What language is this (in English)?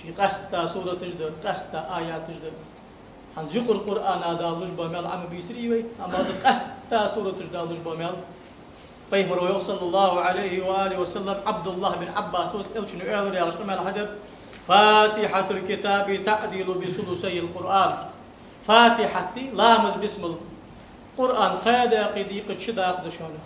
Ingush